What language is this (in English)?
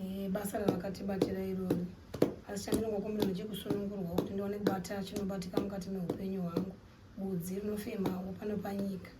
Shona